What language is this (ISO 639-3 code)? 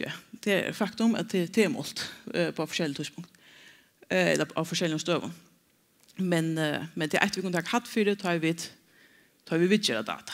fao